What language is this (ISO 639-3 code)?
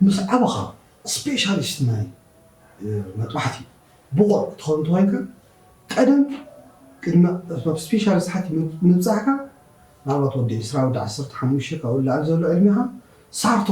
tir